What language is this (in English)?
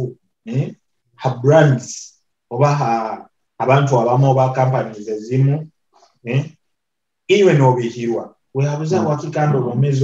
Nyoro